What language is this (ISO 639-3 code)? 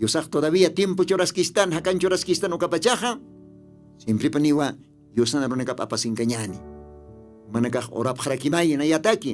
aym